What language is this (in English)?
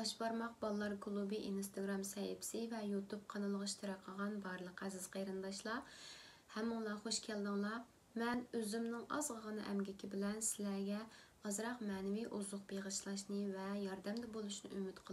Uyghur